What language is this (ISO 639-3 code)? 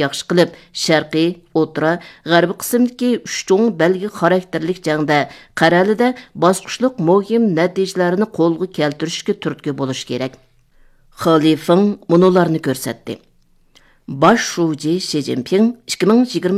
uig